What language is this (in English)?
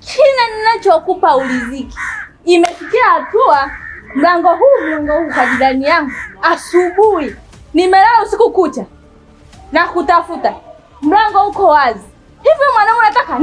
Swahili